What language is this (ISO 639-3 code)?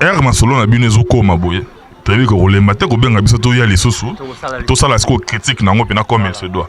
lin